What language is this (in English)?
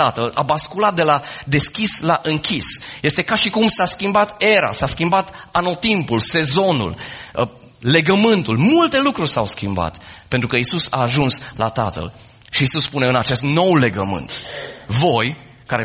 Romanian